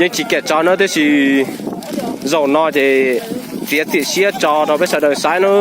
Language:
Hmong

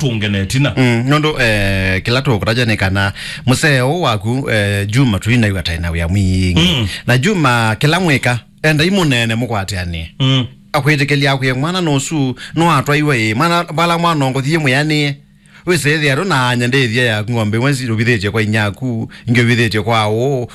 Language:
Kamba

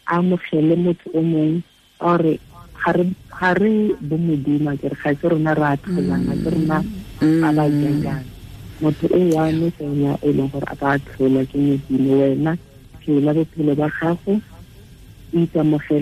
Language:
Tswana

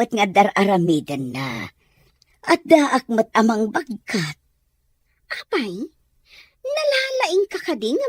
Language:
Iloko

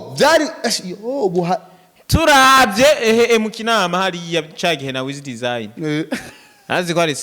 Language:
Rundi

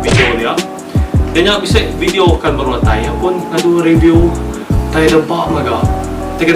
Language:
Iban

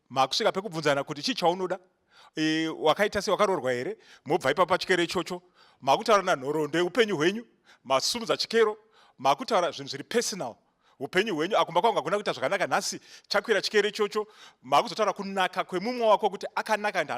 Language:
Shona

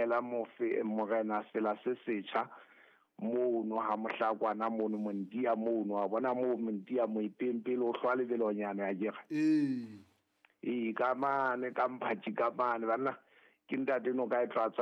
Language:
Southern Sotho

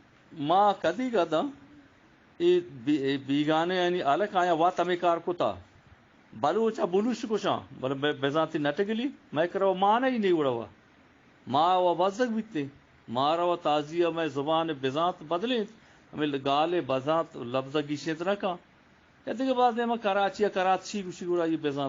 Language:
Eastern Balochi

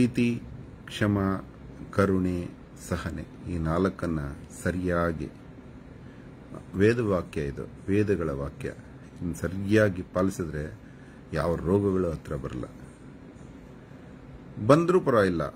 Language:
Kannada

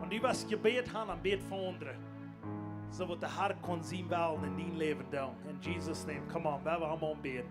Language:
Plautdietsch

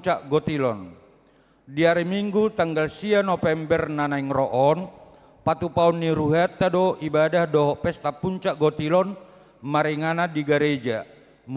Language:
Batak Toba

